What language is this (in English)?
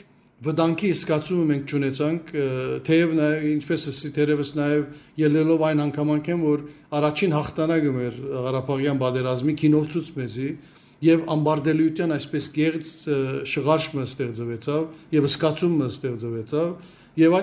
Western Armenian